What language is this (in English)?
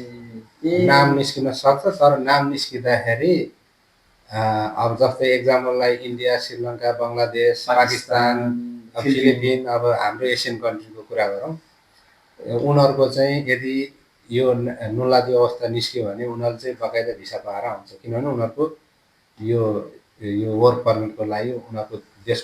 Nepali